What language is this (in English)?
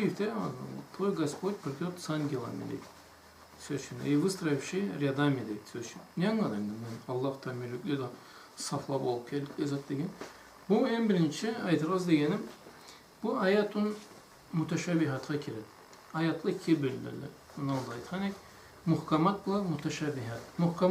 Karachay-Balkar